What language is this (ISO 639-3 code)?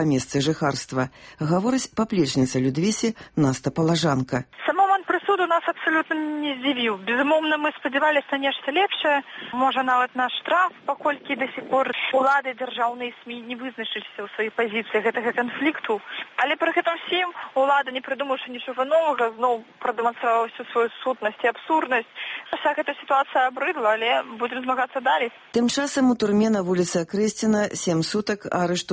bel